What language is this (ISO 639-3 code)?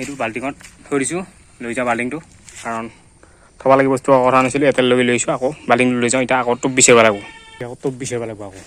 asm